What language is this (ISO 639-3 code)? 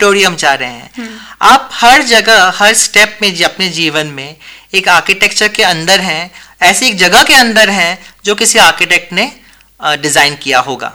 hin